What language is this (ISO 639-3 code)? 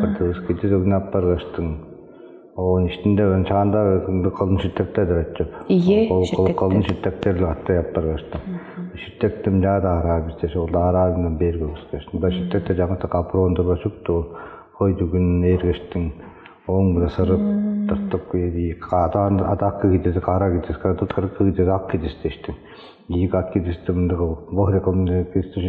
tyv